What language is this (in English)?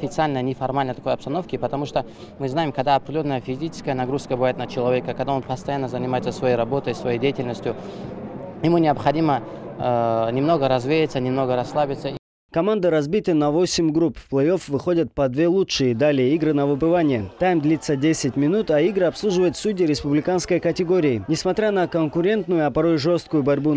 Russian